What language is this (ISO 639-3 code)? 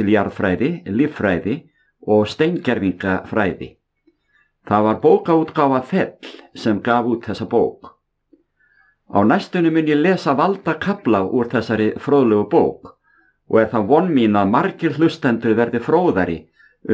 isl